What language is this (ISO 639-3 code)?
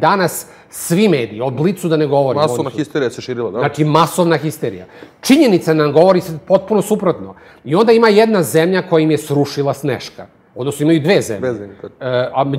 srp